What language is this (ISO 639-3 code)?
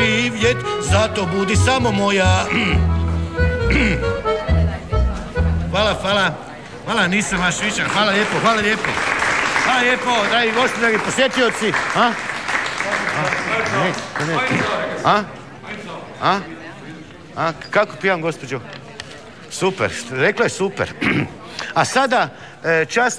hrv